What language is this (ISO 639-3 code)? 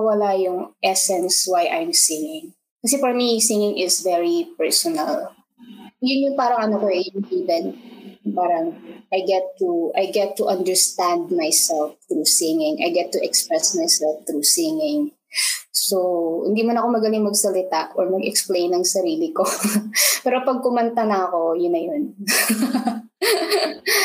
fil